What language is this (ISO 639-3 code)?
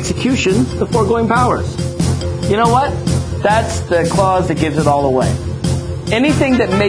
eng